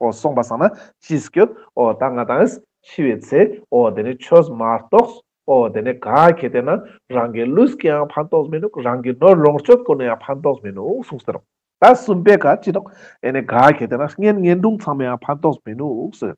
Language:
Ladakhi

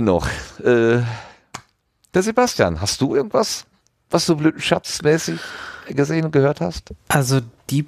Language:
German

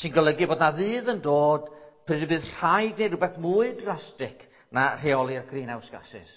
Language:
Welsh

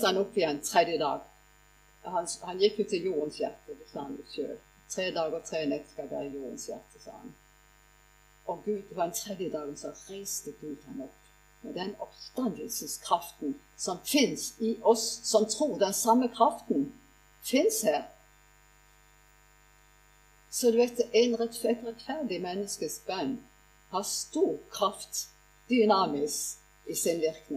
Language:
Norwegian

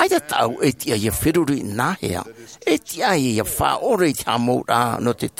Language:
Tahitian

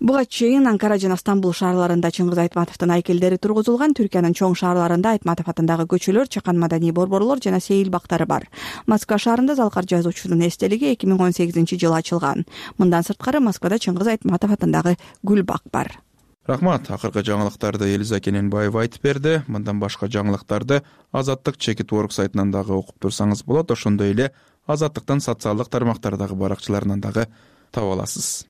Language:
Kyrgyz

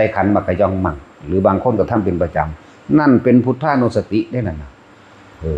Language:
Northeastern Thai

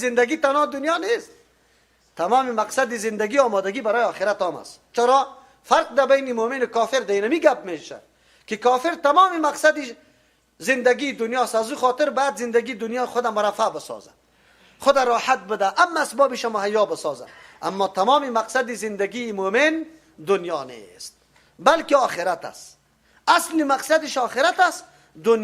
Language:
Persian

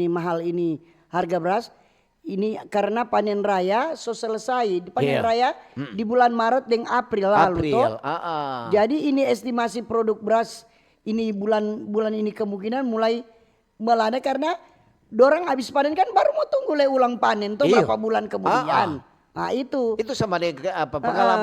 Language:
Manado Malay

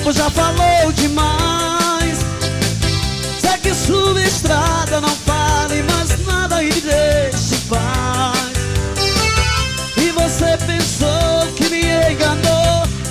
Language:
Portuguese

